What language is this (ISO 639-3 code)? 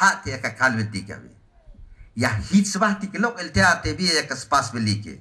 tzh